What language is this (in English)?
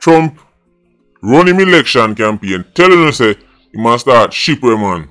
Jamaican Creole English